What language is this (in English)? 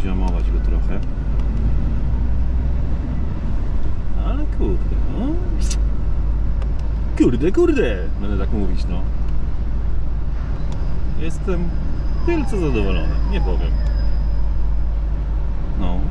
Polish